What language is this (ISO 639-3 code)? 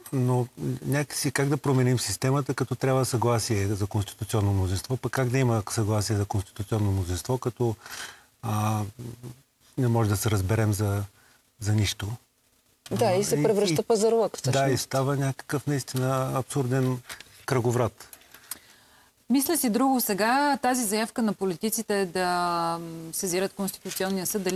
bul